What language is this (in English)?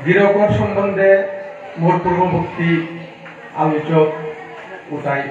Bishnupriya